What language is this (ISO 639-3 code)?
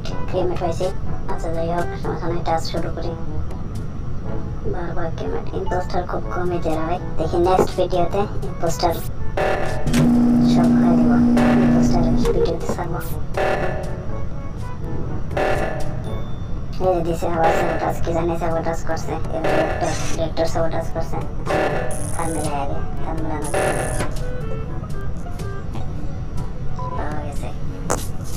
ben